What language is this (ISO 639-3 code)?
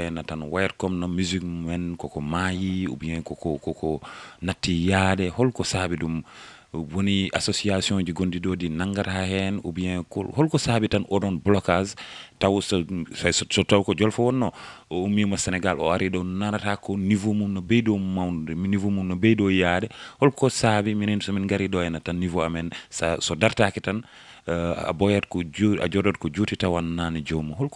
ful